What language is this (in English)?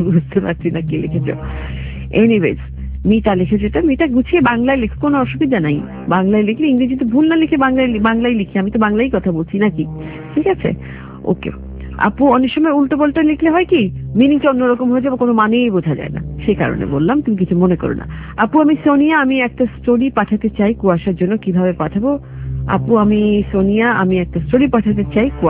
Bangla